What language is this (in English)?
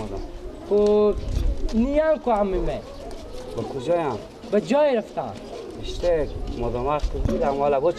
Persian